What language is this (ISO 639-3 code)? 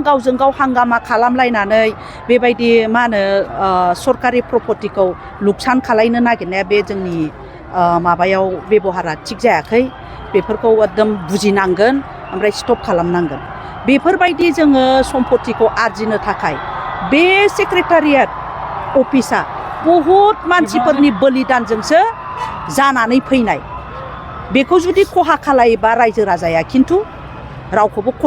brx